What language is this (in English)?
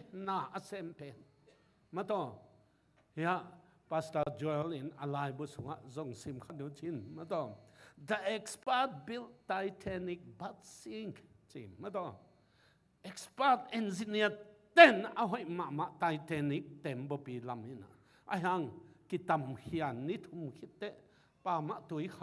Tedim Chin